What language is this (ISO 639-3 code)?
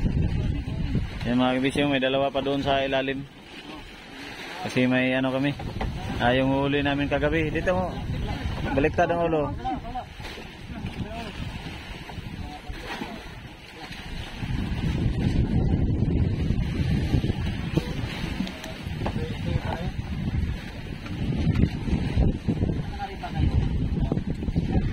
fil